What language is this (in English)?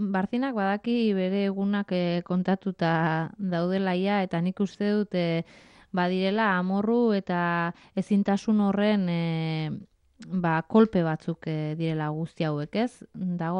Basque